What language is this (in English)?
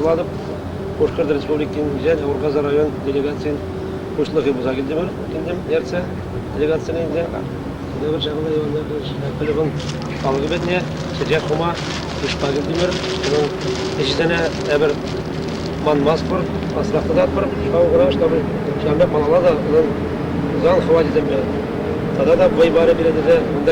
Chuvash